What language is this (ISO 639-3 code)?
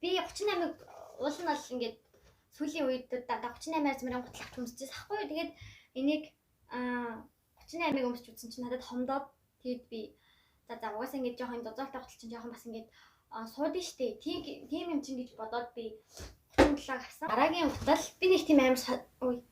mon